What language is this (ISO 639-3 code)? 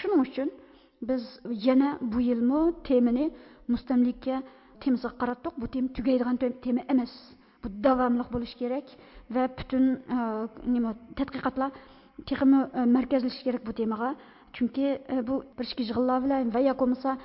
uig